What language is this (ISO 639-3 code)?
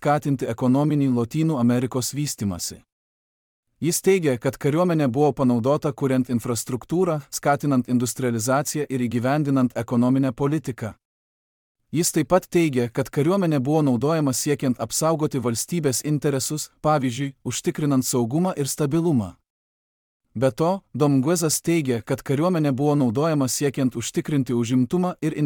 lit